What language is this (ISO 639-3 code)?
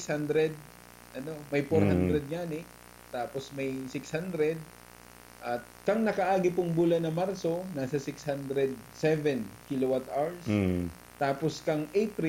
bik